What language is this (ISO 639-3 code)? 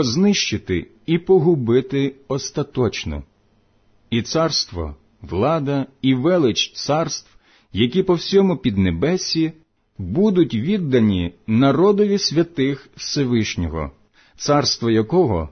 ukr